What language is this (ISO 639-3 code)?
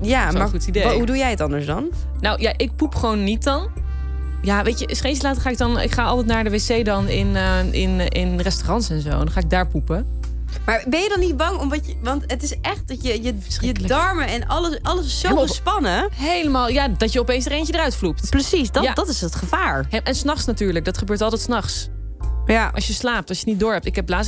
nld